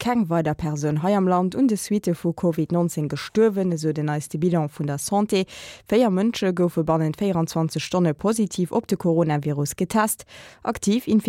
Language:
Luxembourgish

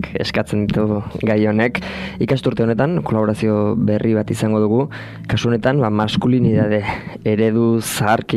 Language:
Basque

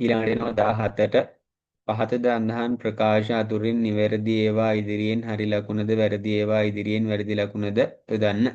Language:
Sinhala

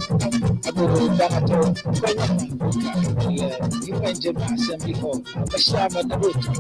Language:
Ewe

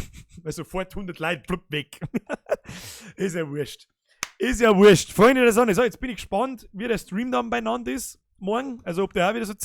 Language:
Bavarian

